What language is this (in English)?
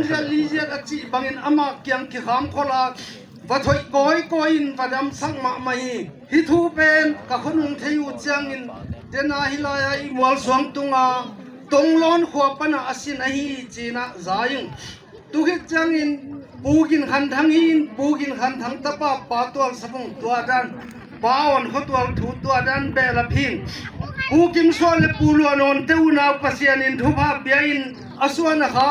Tedim Chin